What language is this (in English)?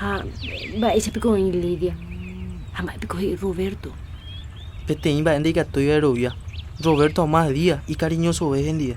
Guarani